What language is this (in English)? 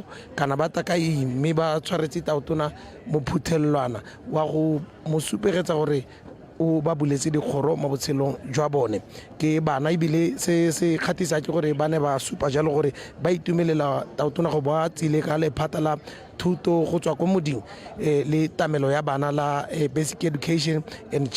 Tswana